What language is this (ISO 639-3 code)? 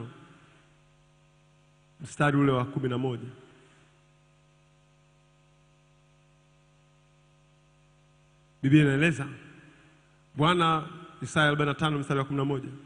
swa